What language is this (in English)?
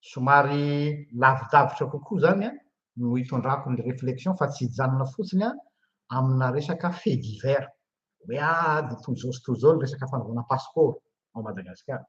Malagasy